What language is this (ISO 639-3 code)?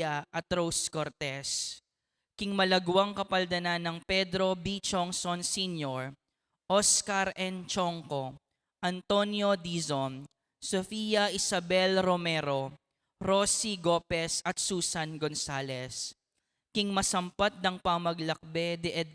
pam